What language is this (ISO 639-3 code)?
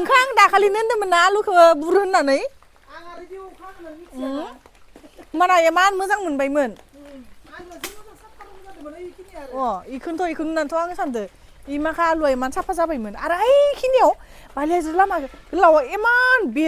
brx